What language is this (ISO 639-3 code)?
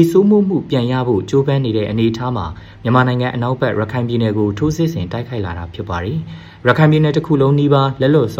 mya